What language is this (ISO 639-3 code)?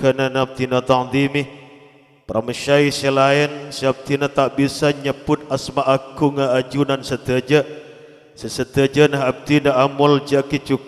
mad